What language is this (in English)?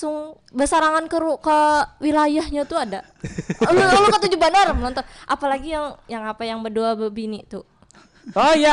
Banjar